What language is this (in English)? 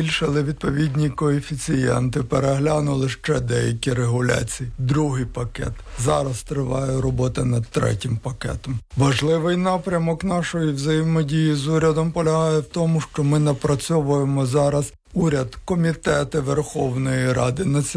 Ukrainian